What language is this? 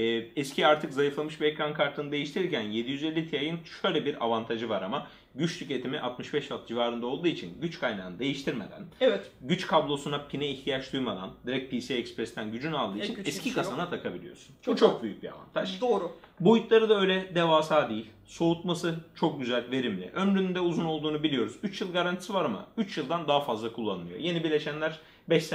Turkish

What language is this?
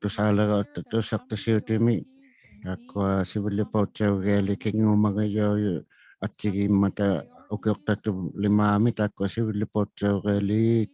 Inuktitut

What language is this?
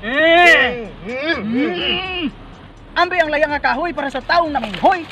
Cebuano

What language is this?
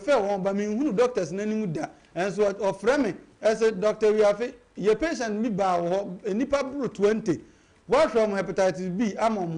Akan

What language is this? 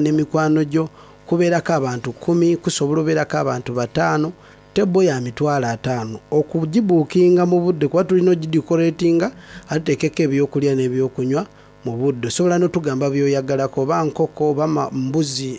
Soga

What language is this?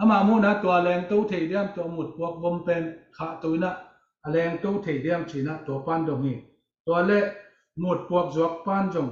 Tedim Chin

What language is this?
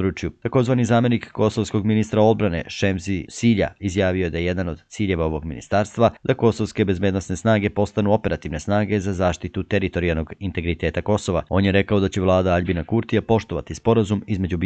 Serbian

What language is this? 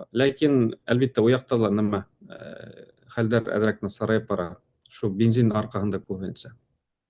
Bashkir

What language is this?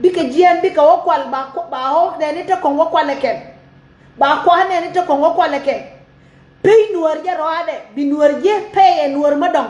Nuer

